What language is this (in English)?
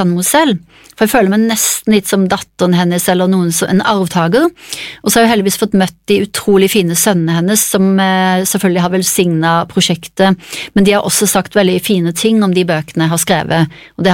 Norwegian